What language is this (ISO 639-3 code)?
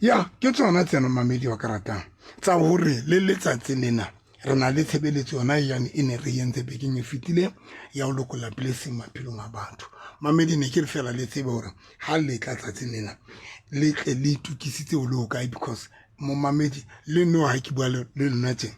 sot